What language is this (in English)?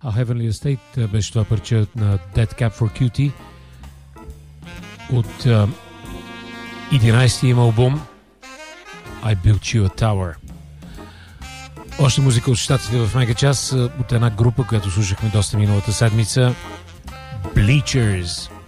Bulgarian